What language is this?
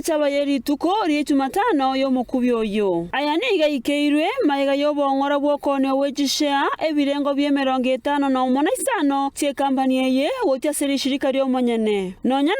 Gusii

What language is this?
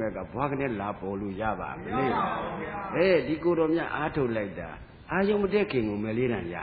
Burmese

